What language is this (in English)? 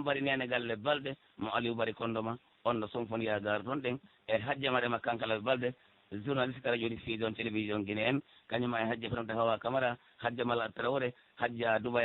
Pular